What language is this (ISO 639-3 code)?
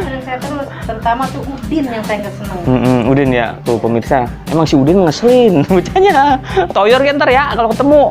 bew